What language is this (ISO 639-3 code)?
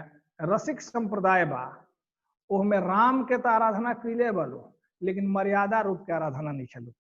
bho